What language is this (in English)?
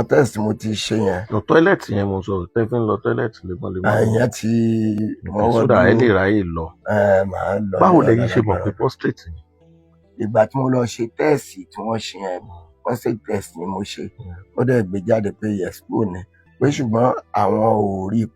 Yoruba